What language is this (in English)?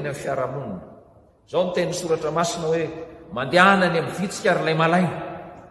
Malagasy